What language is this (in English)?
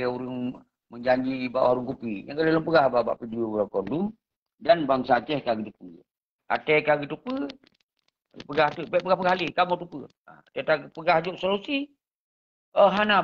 Achinese